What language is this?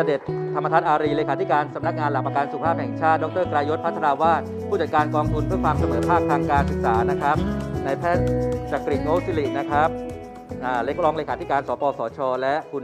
Thai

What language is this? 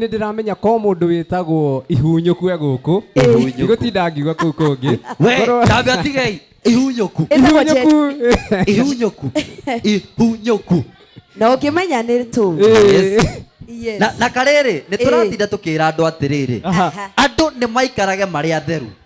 Kikuyu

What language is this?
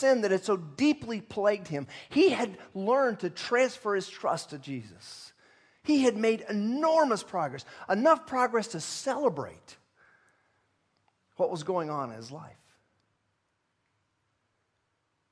English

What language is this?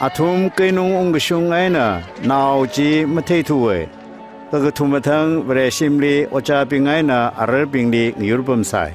Tangkhul Naga (India)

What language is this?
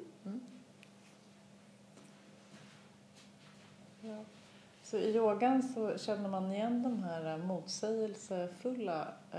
Swedish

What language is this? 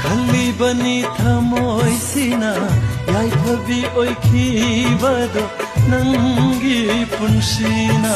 Manipuri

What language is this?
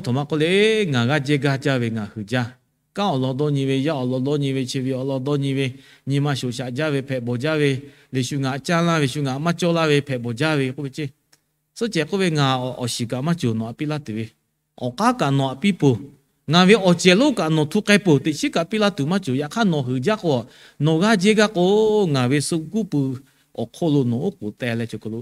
Lahu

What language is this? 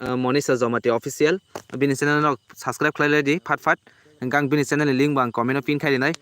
Kok Borok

